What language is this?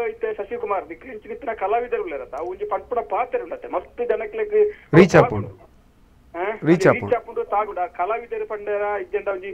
Tulu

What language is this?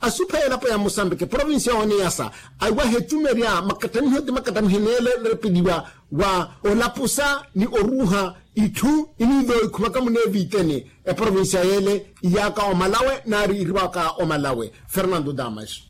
Makhuwa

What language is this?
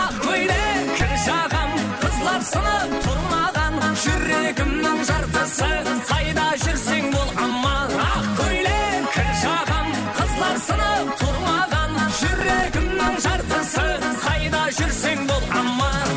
Kara-Kalpak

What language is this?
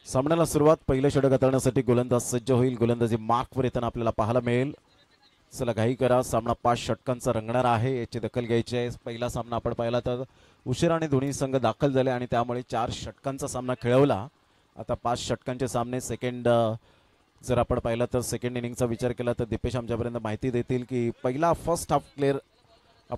Marathi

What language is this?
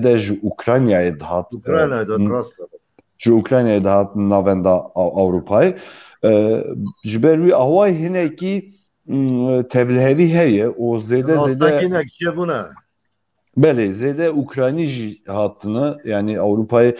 Kurdish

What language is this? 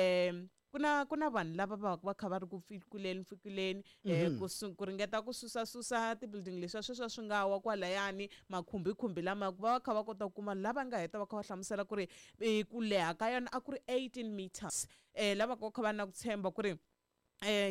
Tsonga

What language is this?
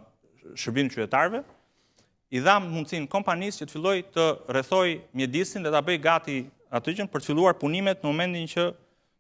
Albanian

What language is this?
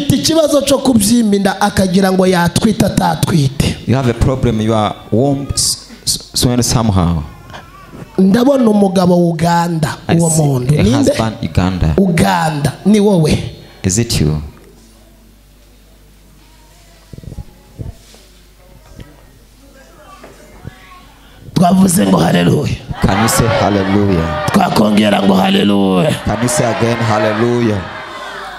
Kinyarwanda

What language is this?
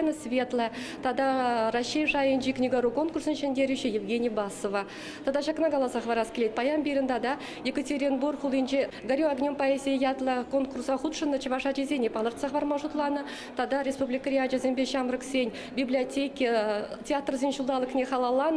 Chuvash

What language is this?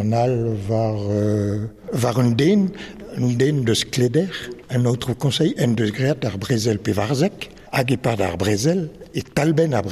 Breton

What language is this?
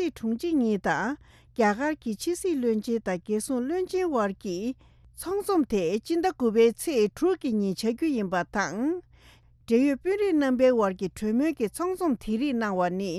Tibetan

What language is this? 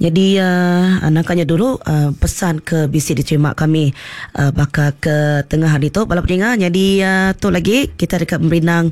Iban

